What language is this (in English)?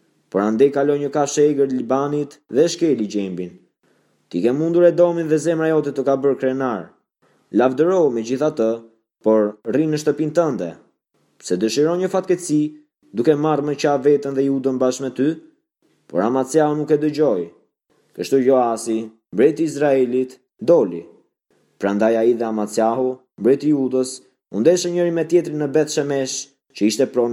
Albanian